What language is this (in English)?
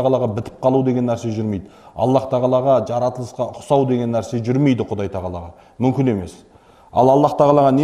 Kazakh